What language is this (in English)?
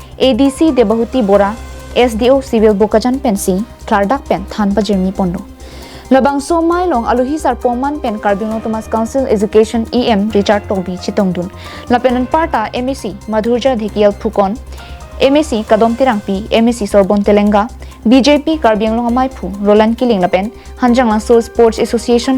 Karbi